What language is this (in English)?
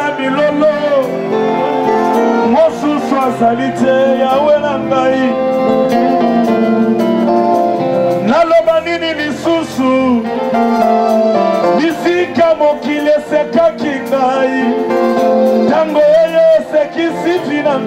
Lingala